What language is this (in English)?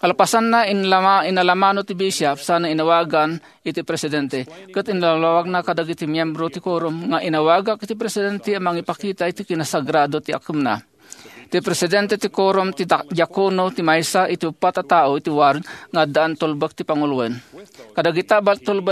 Iloko